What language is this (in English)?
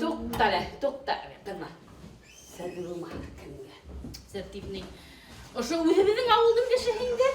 Bashkir